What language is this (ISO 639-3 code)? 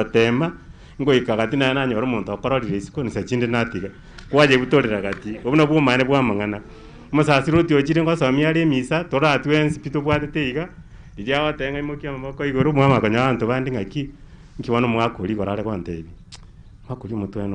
guz